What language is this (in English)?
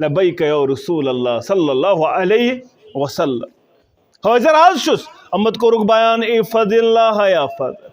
Kashmiri